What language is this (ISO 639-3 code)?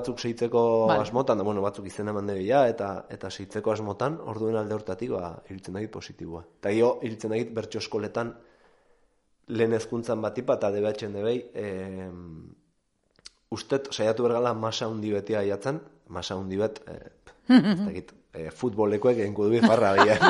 eus